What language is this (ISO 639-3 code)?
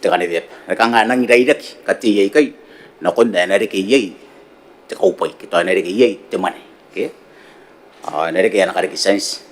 gil